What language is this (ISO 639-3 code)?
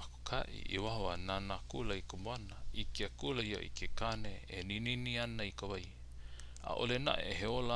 haw